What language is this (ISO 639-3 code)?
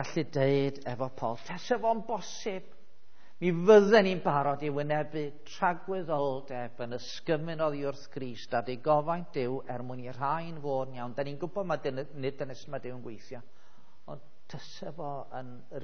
cym